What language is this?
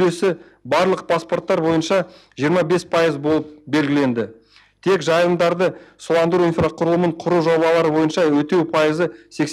Kazakh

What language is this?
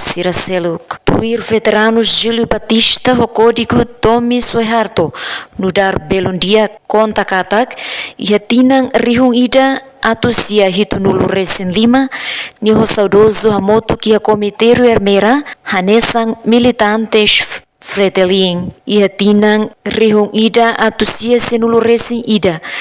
Tetum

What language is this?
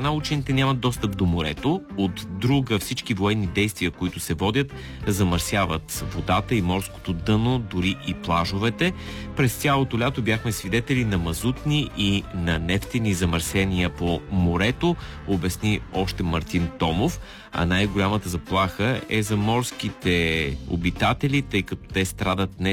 Bulgarian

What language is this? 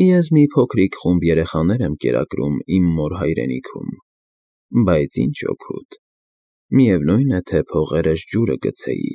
Armenian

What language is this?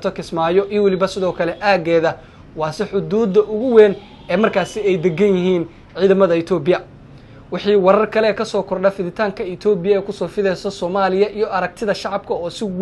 Somali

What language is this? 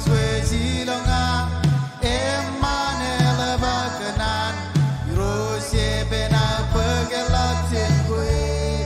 Marshallese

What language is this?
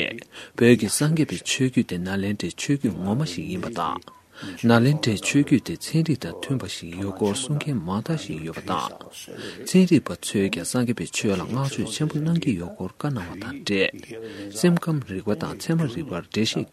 Tibetan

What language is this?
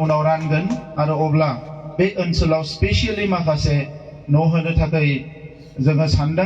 Bodo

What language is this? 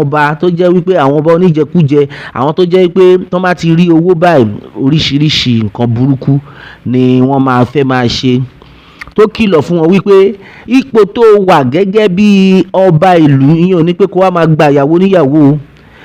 Yoruba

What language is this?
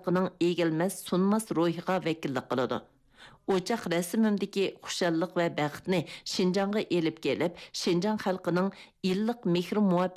Uyghur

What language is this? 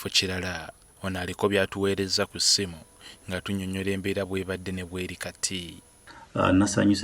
Ganda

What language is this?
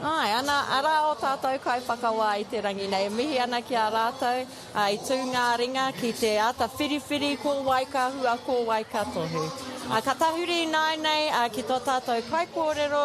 Māori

